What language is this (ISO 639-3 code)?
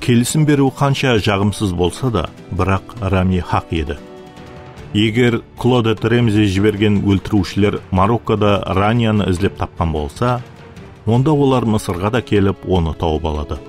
kaa